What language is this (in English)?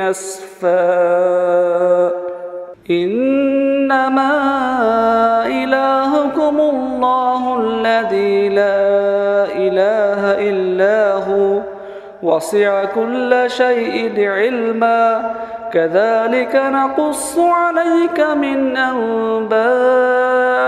Arabic